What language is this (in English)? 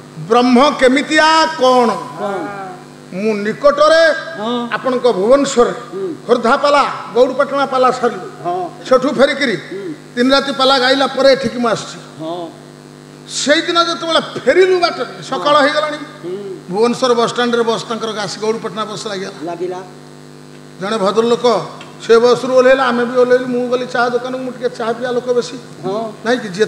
Odia